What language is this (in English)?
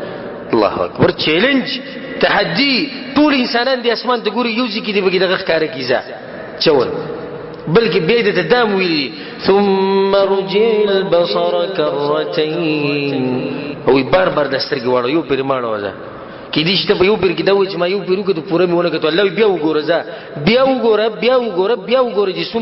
Pashto